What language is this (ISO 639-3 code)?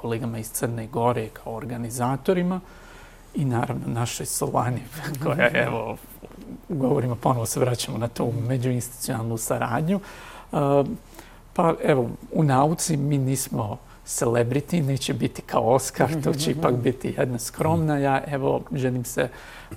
bos